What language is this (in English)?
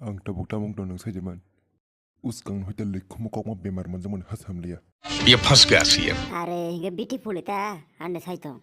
Kok Borok